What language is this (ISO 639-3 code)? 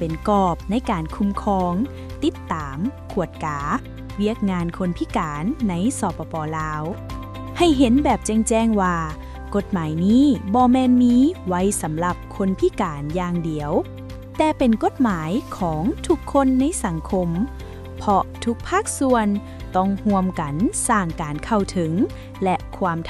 lao